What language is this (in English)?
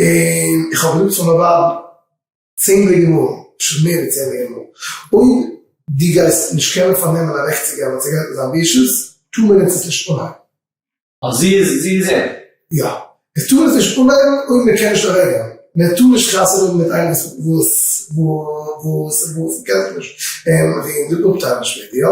Yiddish